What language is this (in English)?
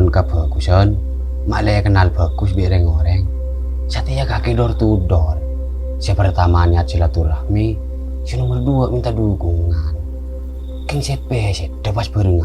Madurese